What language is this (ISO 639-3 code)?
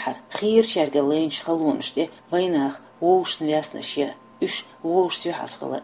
che